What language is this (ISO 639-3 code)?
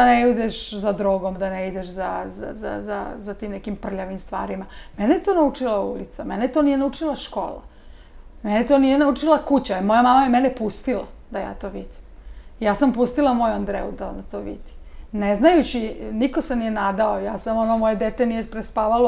srp